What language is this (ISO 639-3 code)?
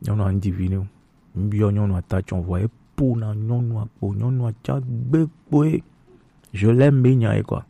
gej